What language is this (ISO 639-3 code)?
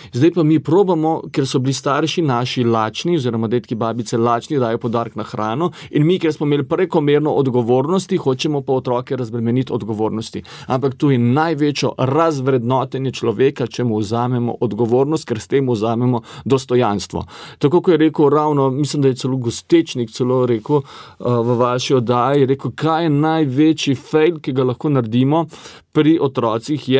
slv